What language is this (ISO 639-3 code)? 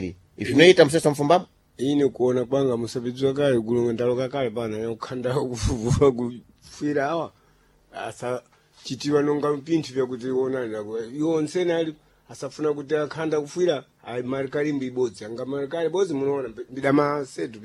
seh